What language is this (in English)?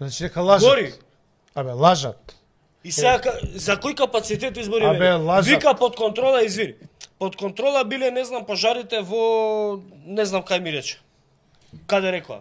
Macedonian